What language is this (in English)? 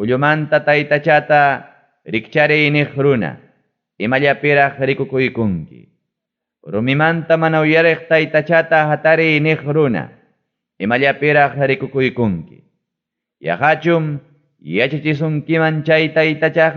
Ayacucho Quechua